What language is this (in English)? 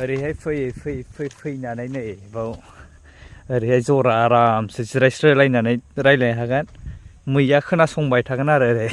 Bodo